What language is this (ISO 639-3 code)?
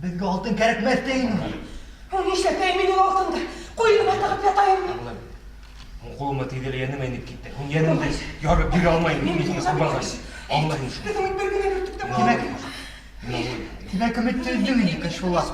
bak